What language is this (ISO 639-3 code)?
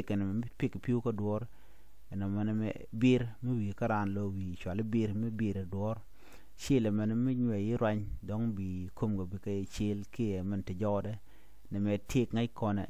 nus